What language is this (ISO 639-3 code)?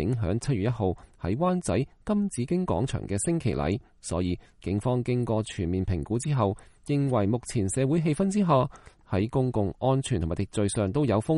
yue